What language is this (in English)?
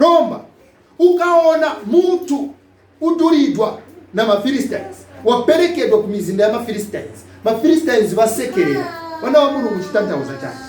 Nyanja